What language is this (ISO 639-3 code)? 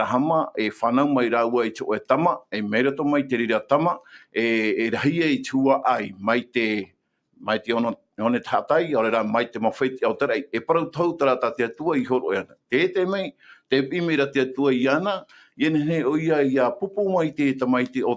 tah